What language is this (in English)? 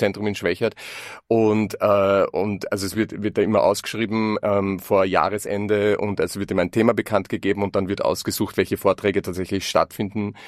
German